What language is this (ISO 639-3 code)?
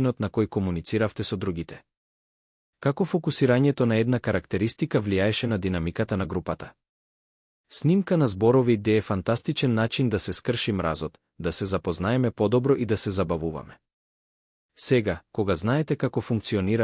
mkd